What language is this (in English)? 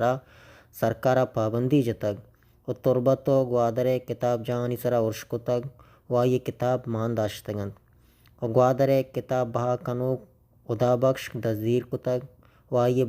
Baluchi